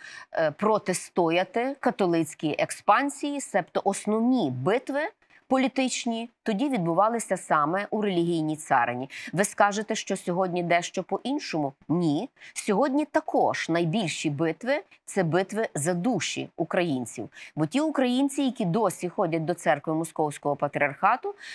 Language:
Ukrainian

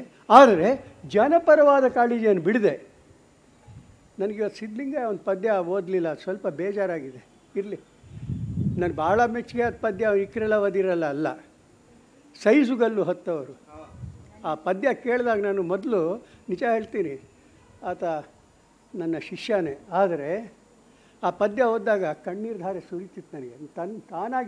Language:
Kannada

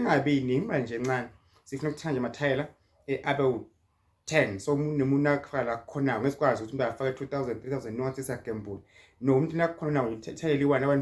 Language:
Zulu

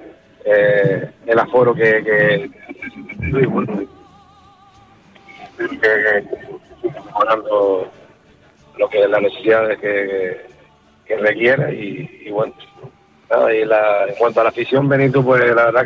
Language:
Spanish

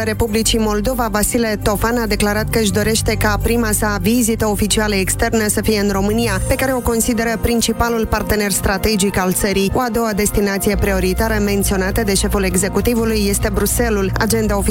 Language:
Romanian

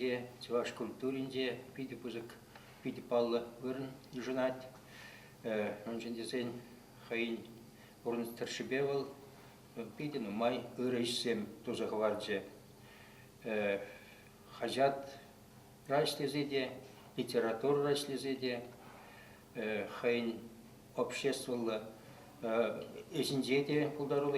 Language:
Chuvash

